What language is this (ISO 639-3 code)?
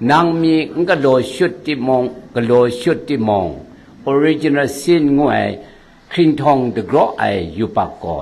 kac